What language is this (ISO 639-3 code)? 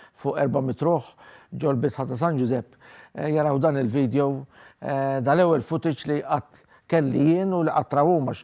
mlt